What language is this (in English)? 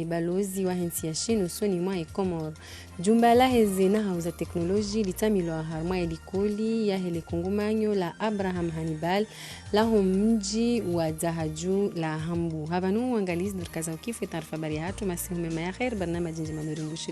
Ngazidja Comorian